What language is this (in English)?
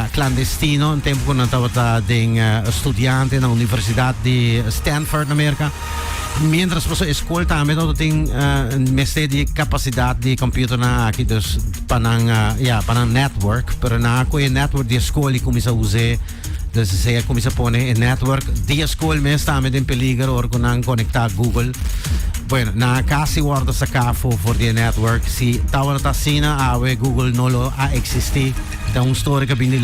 Papiamento